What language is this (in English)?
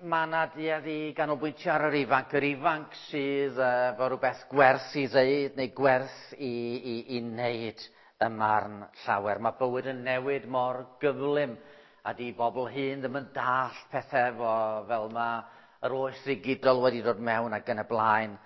Welsh